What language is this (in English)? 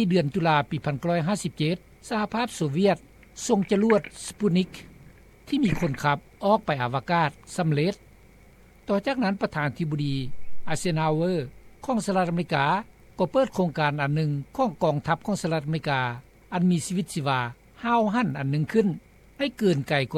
Lao